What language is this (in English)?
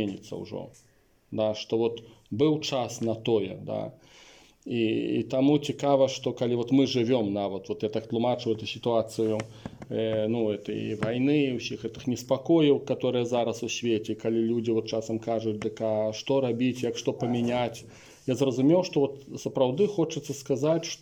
Belarusian